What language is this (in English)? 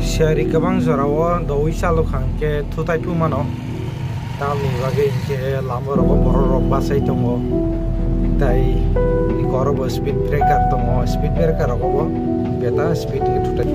Kok Borok